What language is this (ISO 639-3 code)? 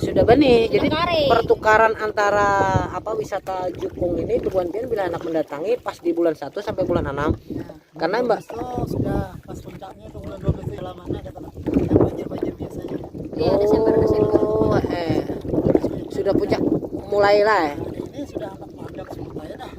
bjn